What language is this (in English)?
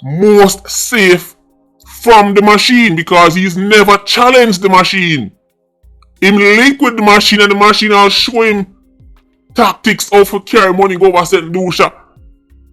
Jamaican Creole English